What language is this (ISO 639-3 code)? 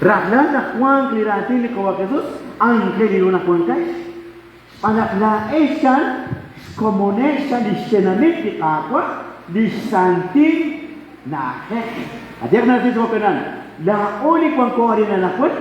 kek